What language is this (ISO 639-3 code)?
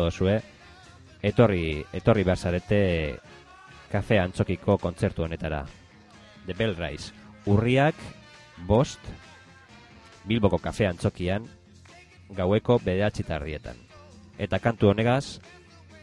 eus